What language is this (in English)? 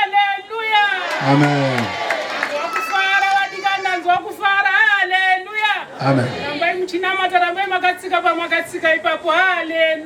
Shona